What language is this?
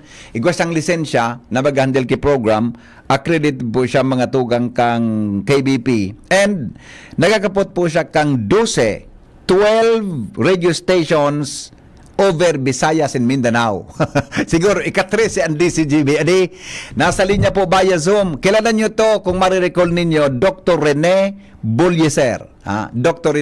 Bikol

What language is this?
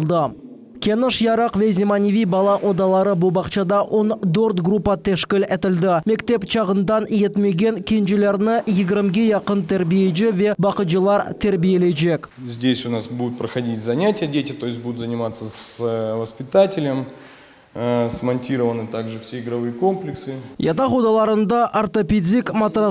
Crimean Tatar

